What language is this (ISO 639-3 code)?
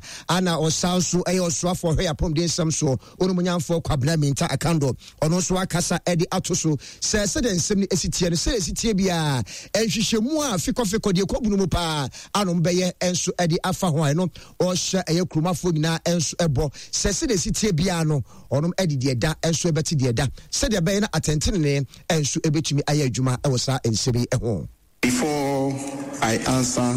aka